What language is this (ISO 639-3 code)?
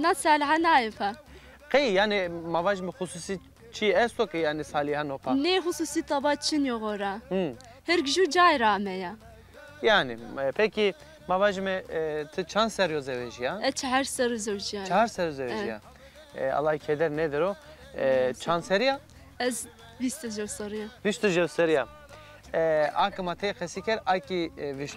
zza